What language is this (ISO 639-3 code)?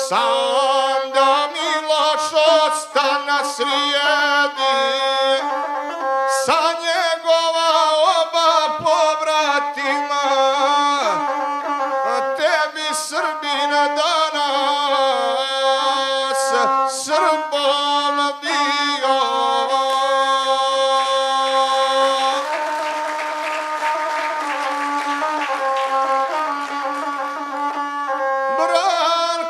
srp